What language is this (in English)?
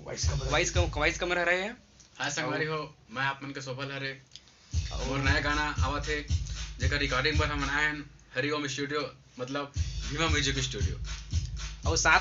Chhattisgarhi